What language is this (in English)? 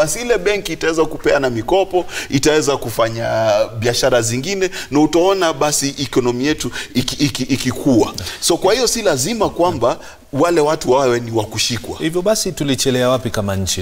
Swahili